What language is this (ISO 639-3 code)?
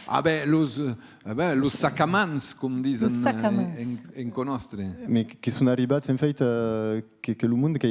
oci